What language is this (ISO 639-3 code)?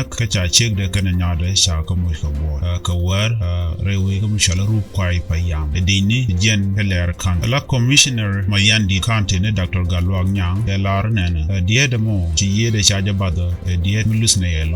nus